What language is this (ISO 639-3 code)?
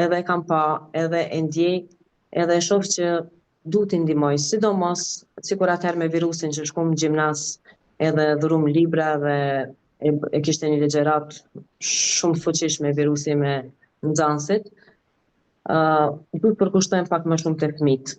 sqi